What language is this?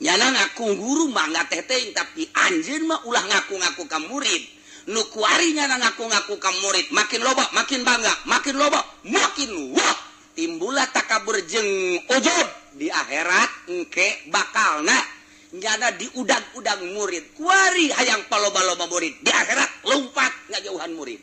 Sundanese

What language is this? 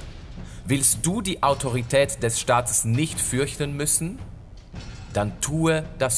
Swiss German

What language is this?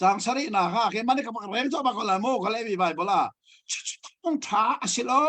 Hakha Chin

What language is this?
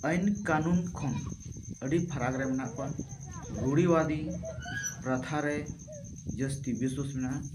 Santali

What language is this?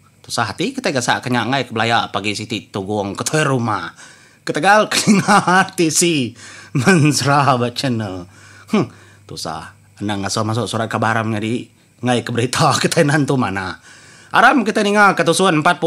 Iban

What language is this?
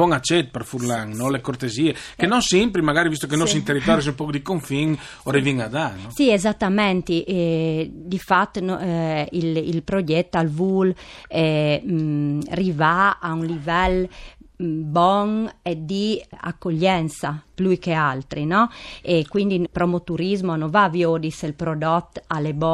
Friulian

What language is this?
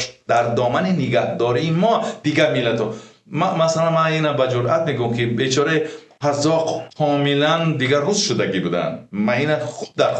Tajik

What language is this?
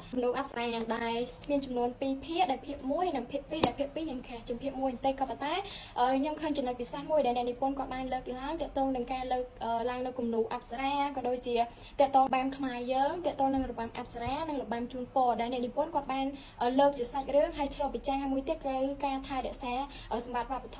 Khmer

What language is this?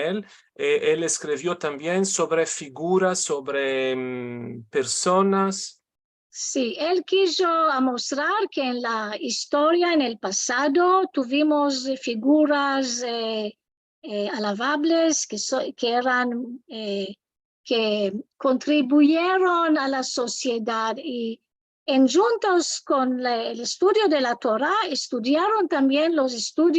Ladino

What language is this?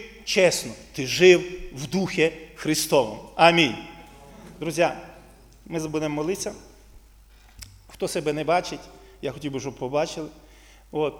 Ukrainian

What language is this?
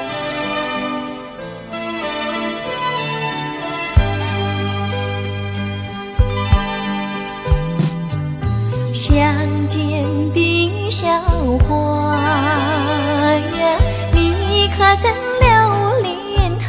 Chinese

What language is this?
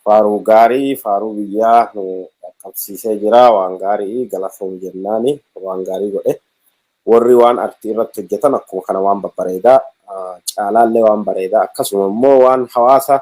Oromo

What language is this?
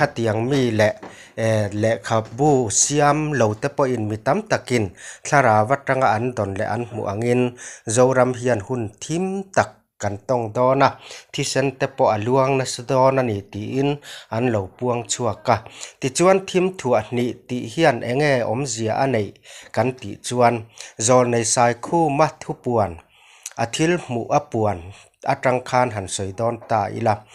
Mizo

